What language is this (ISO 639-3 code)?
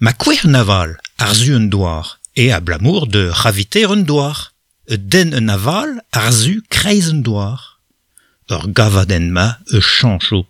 bre